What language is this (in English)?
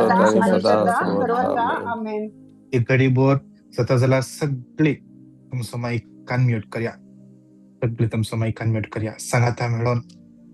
Konkani